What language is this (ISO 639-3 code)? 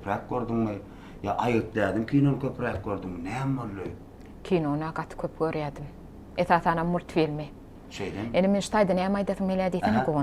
tuk